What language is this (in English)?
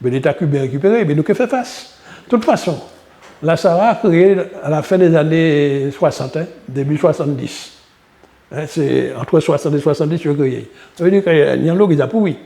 Guadeloupean Creole French